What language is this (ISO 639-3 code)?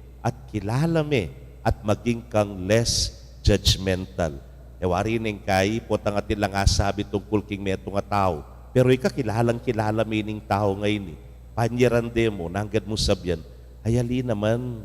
pam